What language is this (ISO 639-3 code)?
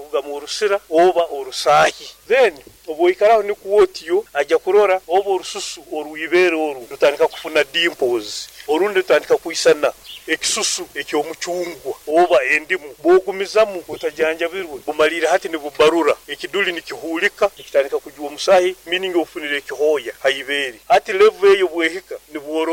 nyo